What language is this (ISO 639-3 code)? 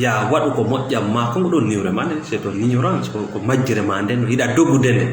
ful